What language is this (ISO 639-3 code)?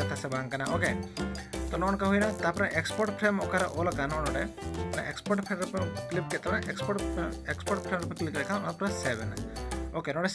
sat